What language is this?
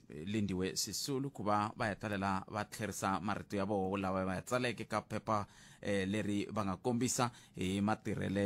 Tsonga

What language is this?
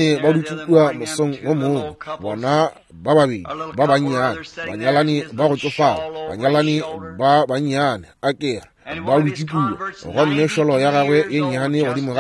Northern Sotho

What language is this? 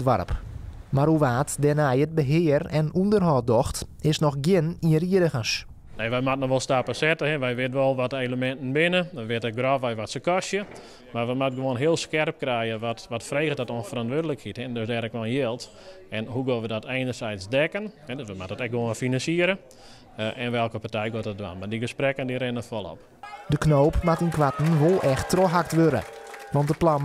Western Frisian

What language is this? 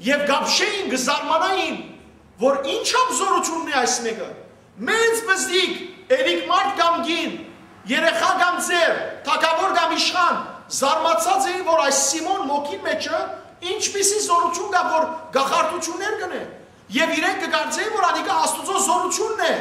Western Armenian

